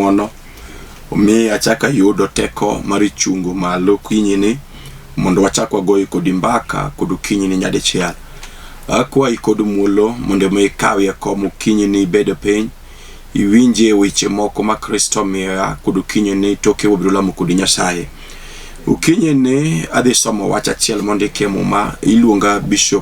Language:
Luo (Kenya and Tanzania)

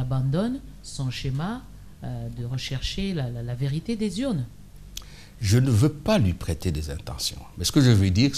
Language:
French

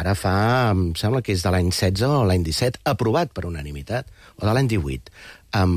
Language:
Catalan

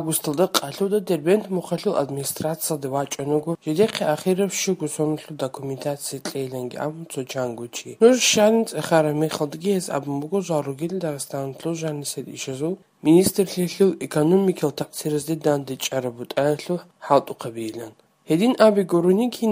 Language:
Avaric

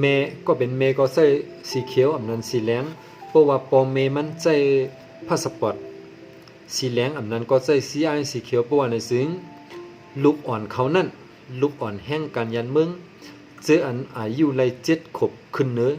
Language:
Shan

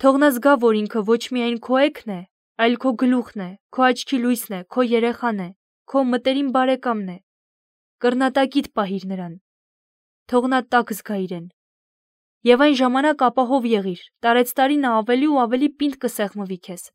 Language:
Armenian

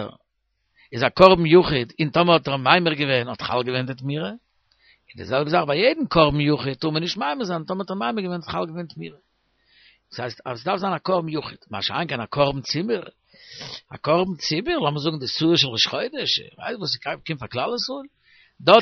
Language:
Yiddish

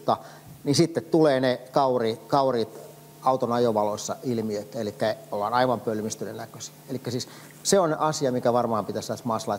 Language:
Finnish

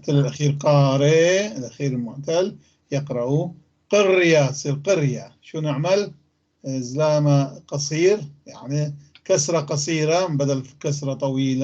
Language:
North Levantine Arabic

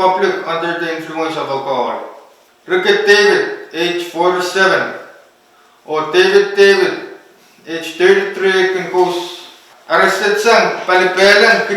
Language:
Pohnpeian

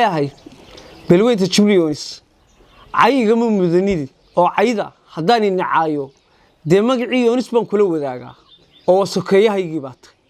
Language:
Somali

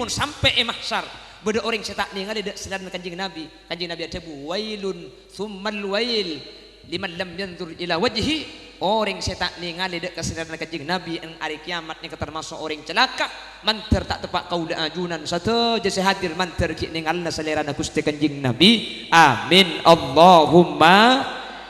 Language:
Madurese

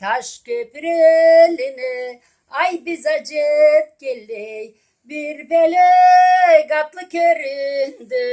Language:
Karachay-Balkar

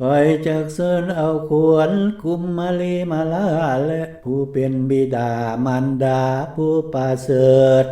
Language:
Lao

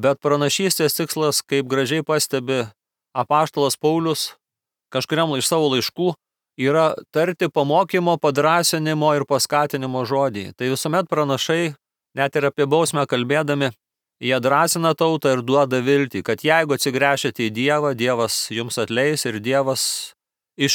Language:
Lithuanian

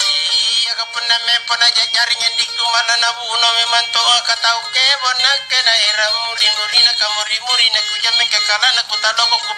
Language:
Makasar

